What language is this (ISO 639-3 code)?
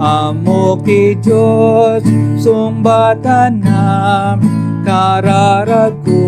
ilo